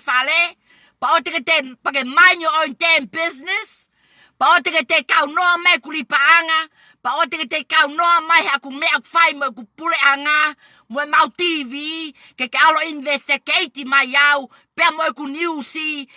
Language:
Tongan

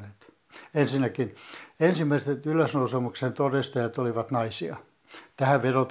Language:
Finnish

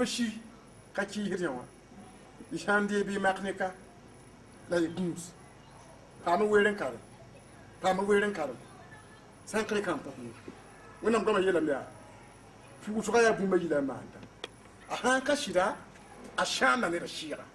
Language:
Mossi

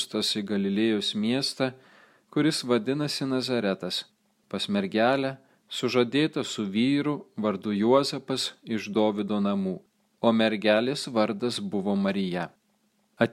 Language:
Lithuanian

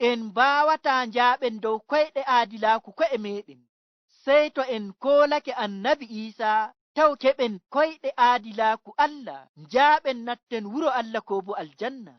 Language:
Nigerian Fulfulde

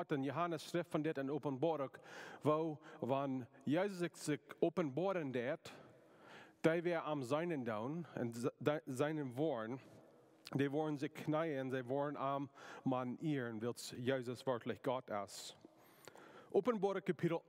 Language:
Plautdietsch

